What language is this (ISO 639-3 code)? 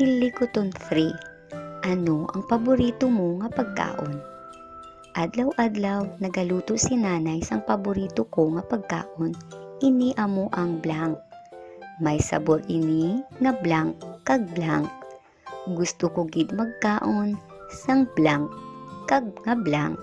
hil